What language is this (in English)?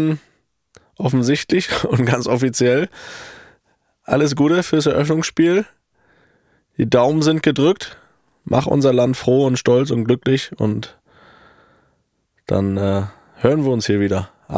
German